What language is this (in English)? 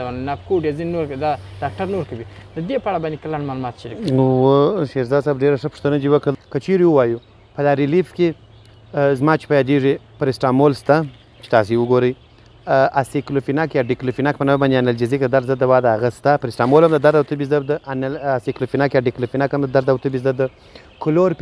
Pashto